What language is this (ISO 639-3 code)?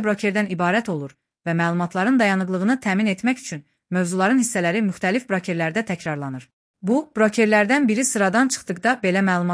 aze